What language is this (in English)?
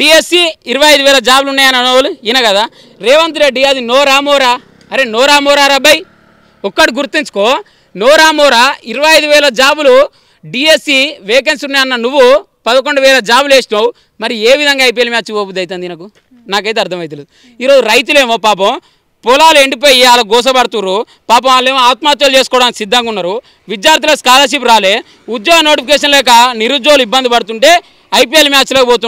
Telugu